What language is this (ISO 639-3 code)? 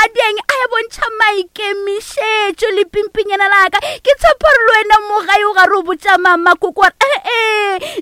nso